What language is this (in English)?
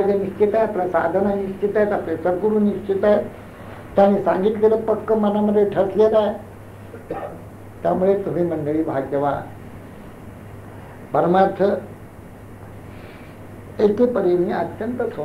Marathi